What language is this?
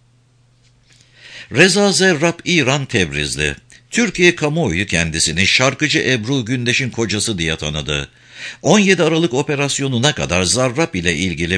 Turkish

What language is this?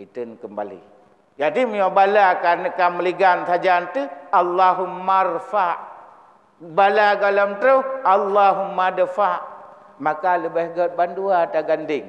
Achinese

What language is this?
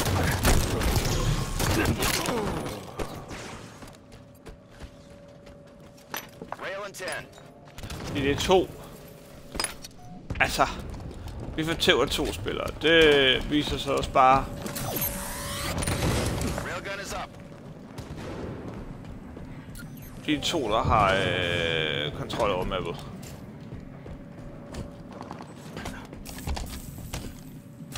Danish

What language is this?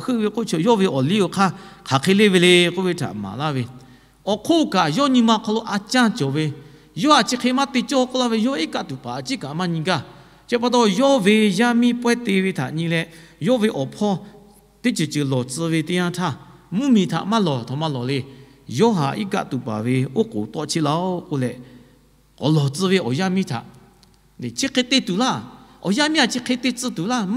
Lahu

